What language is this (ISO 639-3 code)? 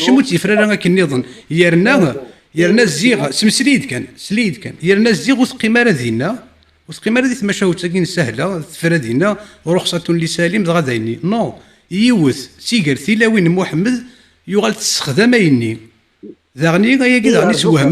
kab